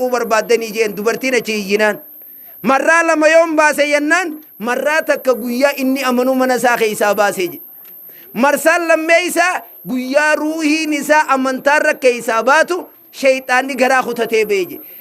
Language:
Oromo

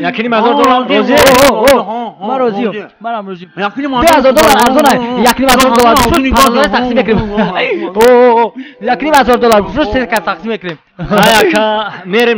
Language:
Tajik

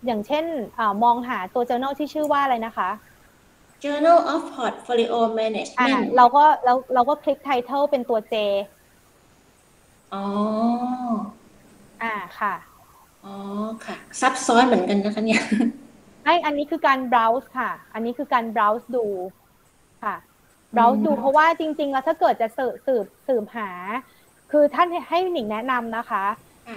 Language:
Thai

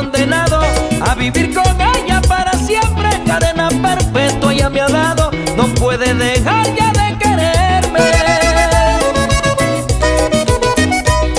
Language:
Spanish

